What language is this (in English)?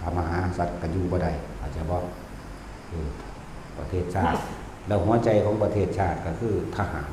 Northeastern Thai